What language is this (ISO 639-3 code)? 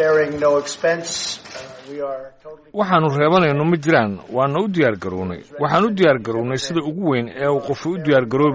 som